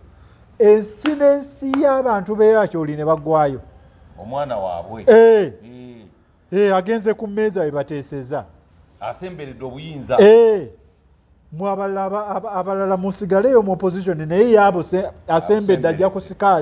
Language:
Ganda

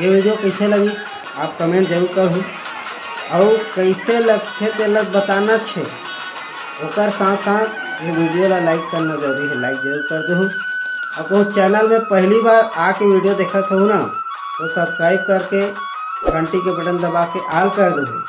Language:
Chhattisgarhi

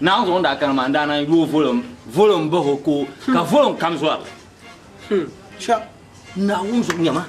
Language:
Dagbani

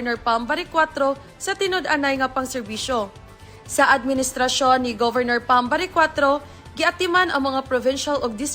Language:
Cebuano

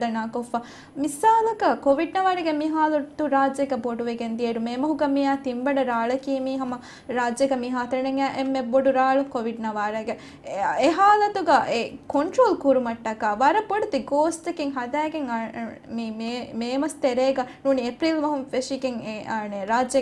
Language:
Divehi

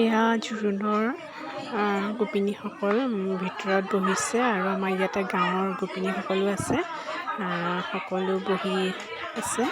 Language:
Assamese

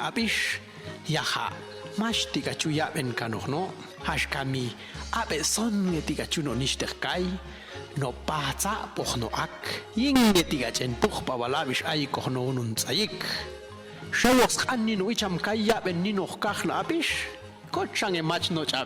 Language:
Popti'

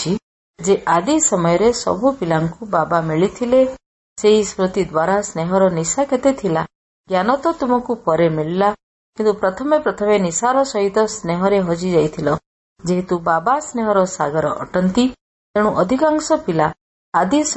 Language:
Odia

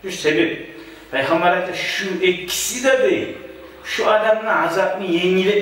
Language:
Kumyk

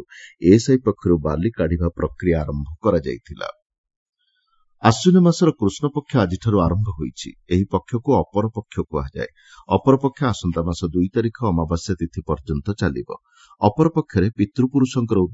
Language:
Odia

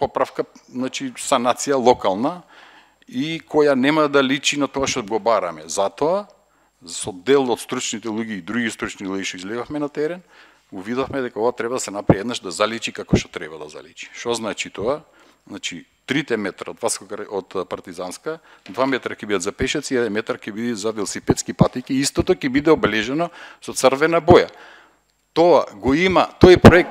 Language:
Macedonian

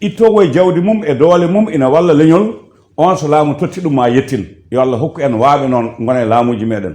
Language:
Fula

